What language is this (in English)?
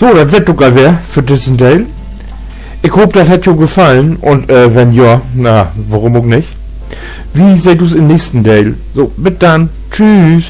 Low German